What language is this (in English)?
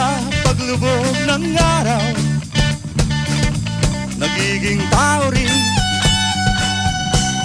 Filipino